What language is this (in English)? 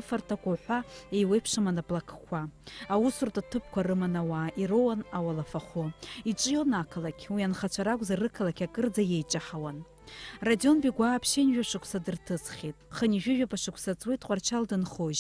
Abkhazian